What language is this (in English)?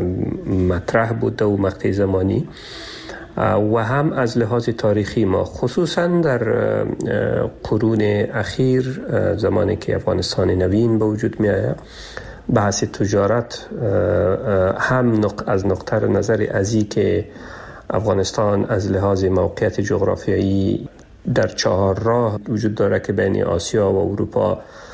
Persian